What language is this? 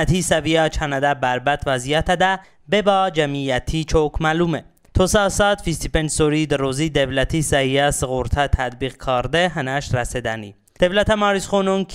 Talysh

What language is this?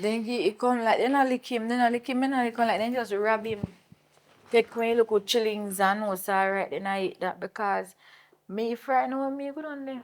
Jamaican Creole English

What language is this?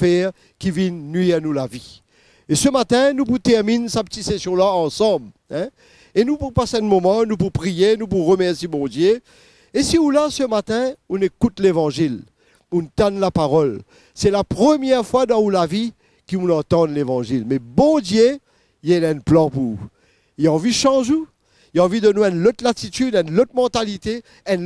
Morisyen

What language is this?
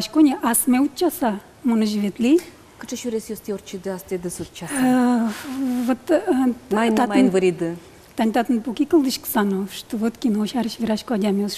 Udmurt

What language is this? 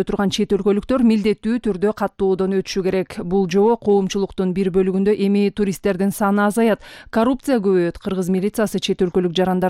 Kyrgyz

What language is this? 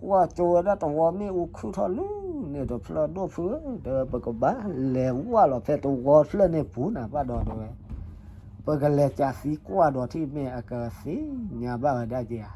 S'gaw Karen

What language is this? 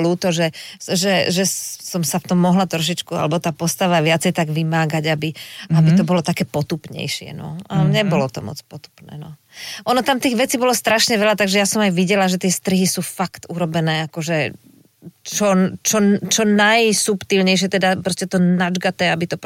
Slovak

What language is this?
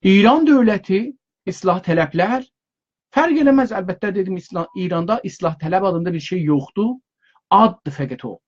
South Azerbaijani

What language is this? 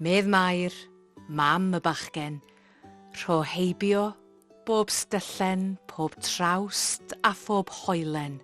Welsh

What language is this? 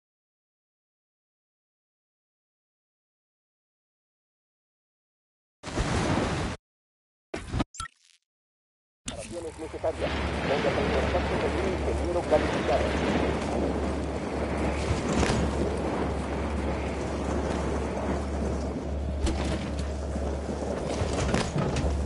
Spanish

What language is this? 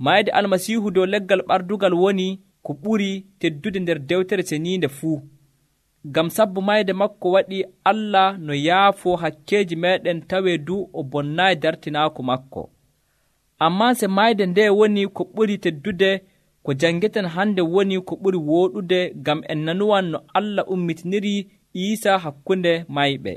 Nigerian Fulfulde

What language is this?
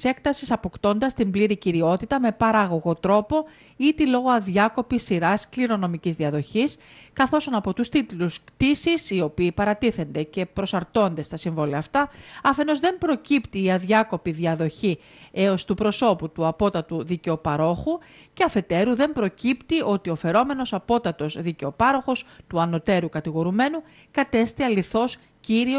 Greek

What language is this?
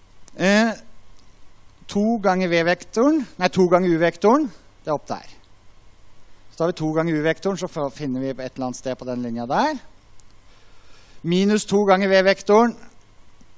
Norwegian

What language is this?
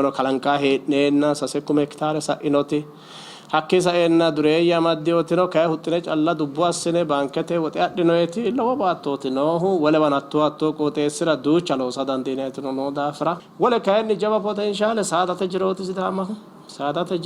Sidamo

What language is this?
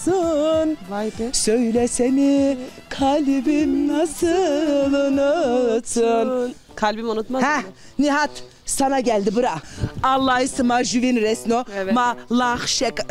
Zaza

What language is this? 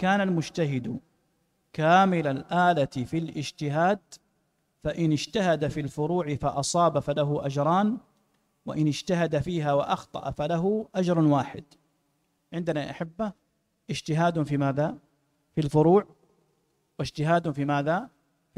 Arabic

